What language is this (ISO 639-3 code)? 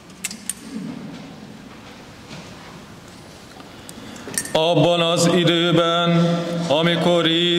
hun